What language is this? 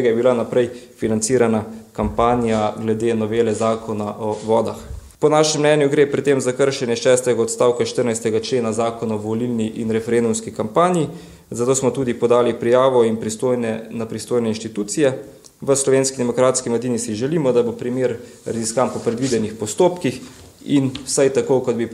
Slovenian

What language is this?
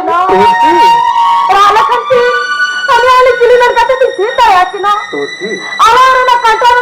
Santali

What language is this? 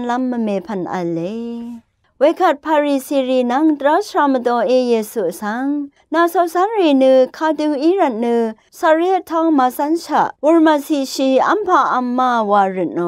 Rawang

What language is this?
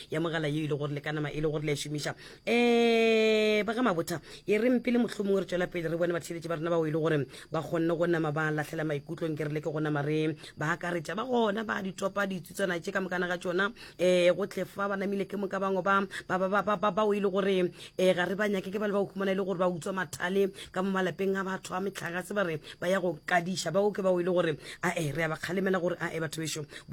Northern Sotho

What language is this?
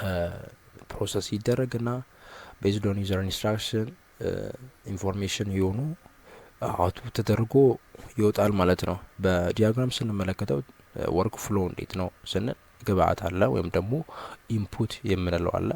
Amharic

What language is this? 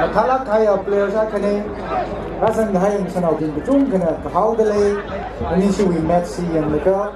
Tangkhul Naga (India)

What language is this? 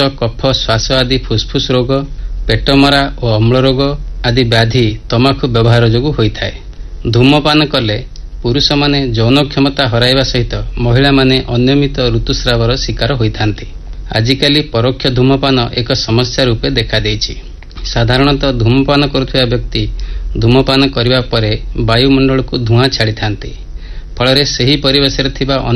Odia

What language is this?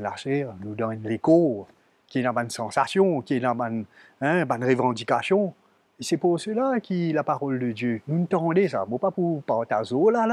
Morisyen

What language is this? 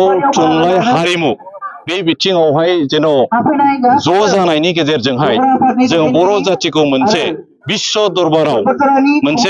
Bodo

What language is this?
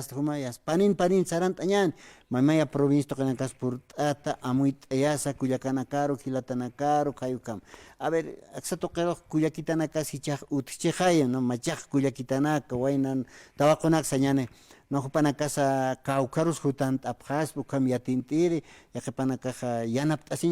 Aymara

